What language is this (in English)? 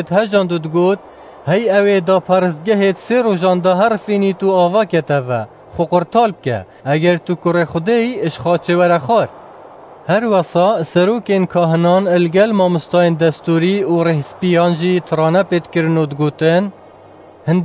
Kurdish